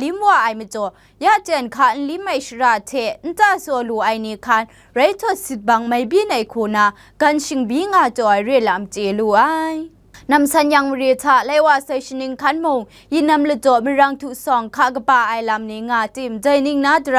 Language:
Kachin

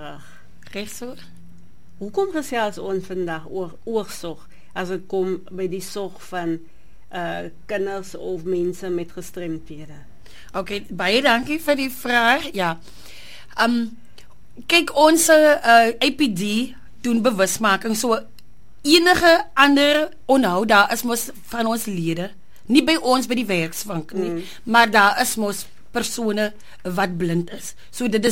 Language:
Afrikaans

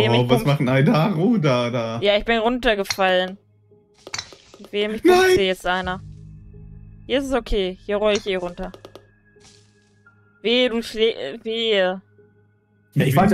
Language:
German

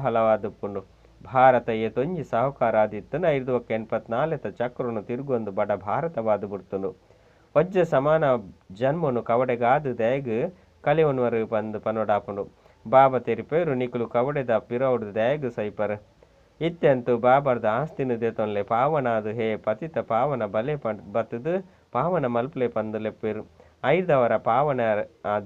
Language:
Tulu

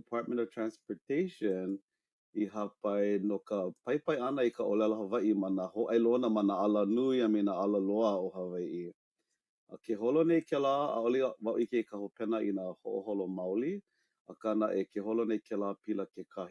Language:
Hawaiian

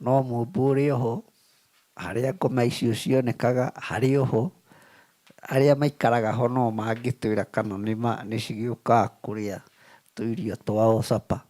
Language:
Kikuyu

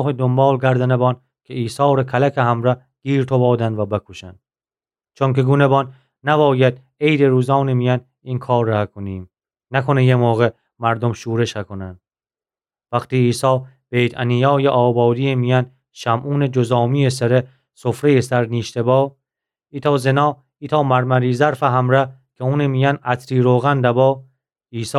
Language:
Gilaki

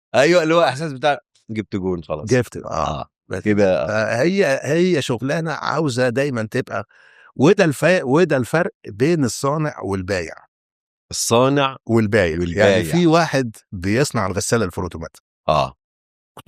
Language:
Egyptian Arabic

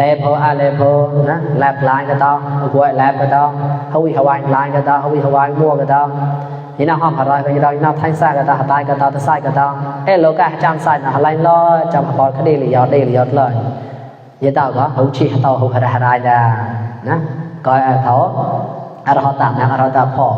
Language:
Mon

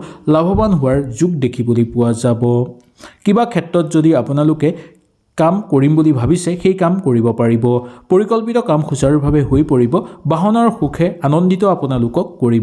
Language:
Assamese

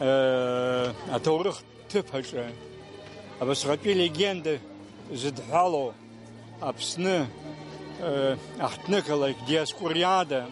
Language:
Abkhazian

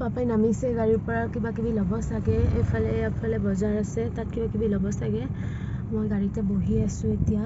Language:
Assamese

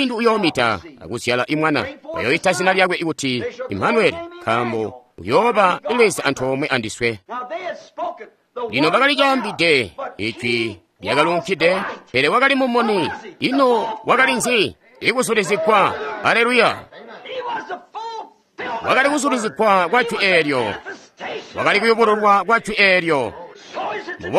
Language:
Tonga (Zambia)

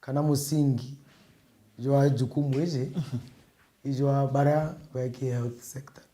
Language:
Meru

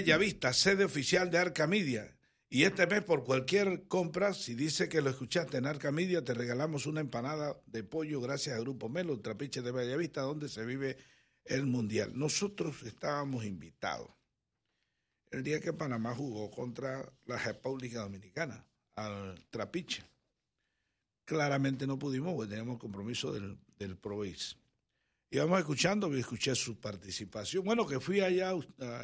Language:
Spanish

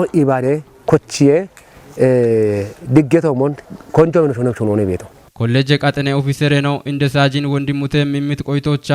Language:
Kafa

